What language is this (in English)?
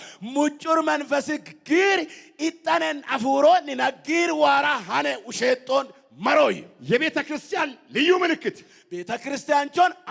Amharic